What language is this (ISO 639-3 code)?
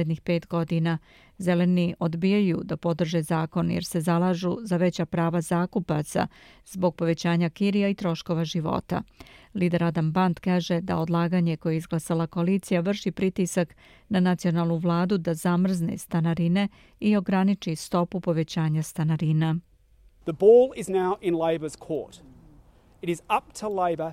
srp